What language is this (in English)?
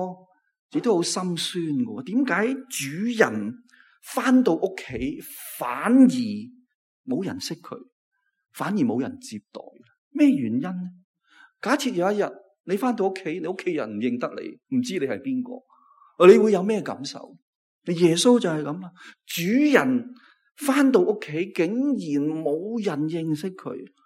Cantonese